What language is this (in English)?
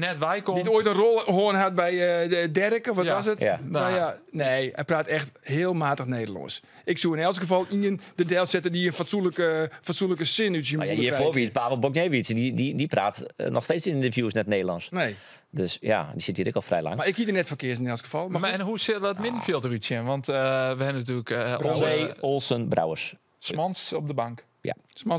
Western Frisian